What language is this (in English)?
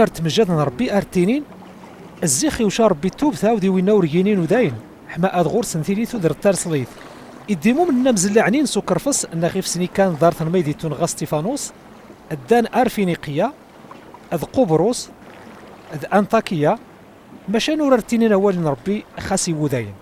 Kabyle